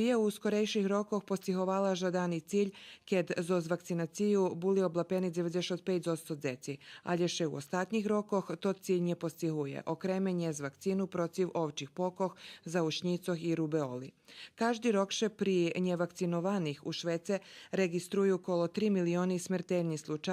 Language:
Rusyn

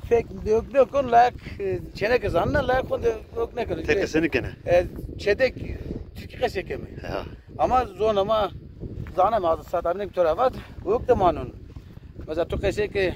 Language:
Zaza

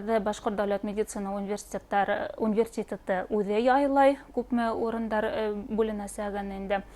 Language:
Bashkir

